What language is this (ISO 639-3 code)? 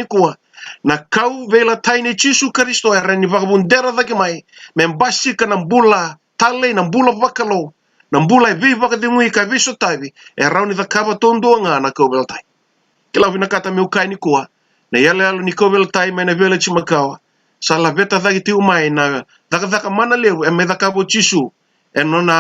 fij